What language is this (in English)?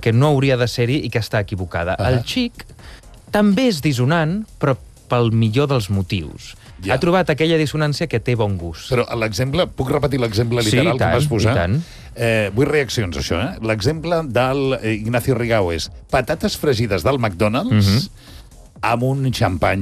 Catalan